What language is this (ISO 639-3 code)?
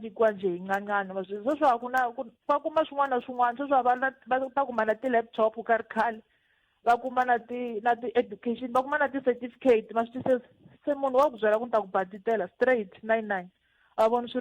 tso